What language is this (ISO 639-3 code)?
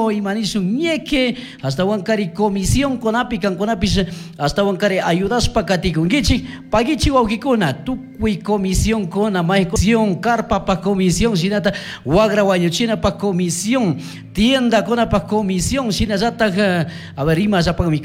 qug